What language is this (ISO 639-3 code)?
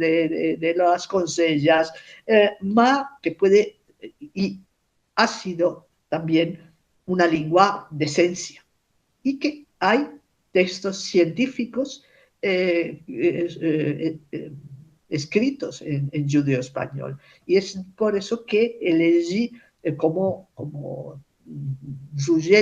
lad